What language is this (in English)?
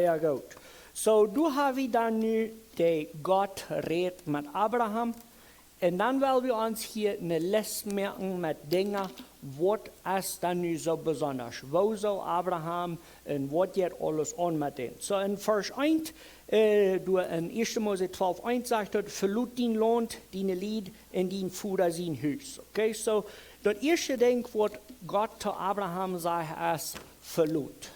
Plautdietsch